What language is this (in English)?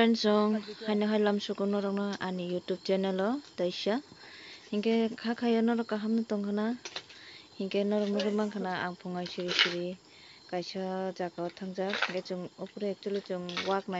Kok Borok